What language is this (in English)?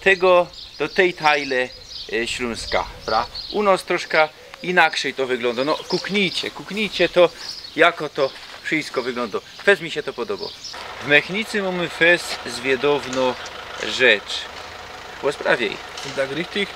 Silesian